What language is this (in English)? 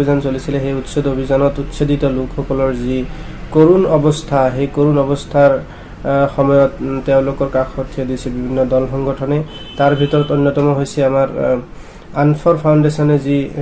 Assamese